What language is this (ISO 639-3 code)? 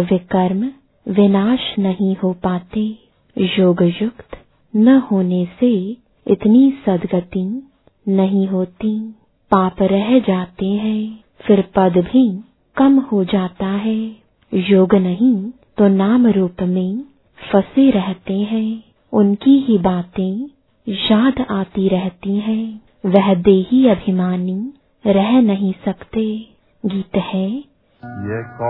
hin